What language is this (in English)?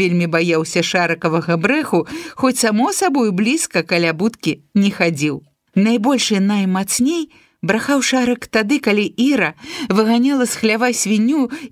Belarusian